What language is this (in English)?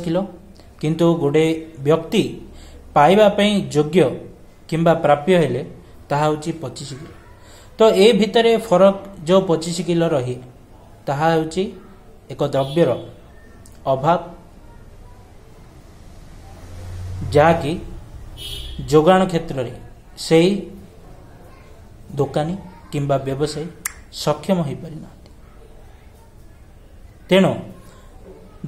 Odia